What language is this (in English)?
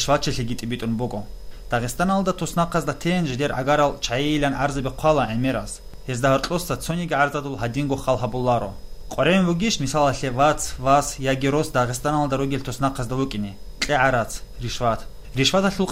Avaric